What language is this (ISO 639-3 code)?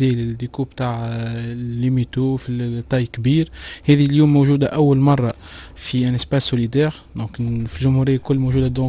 aeb